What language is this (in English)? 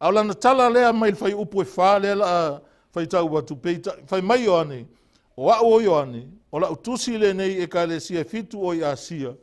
Samoan